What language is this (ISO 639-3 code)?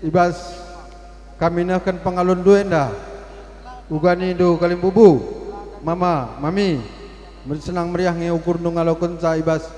btx